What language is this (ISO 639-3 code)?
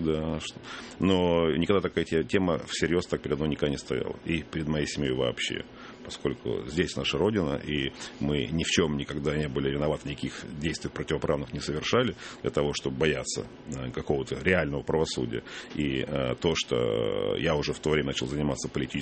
rus